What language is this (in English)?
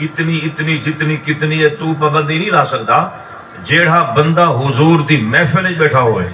Saraiki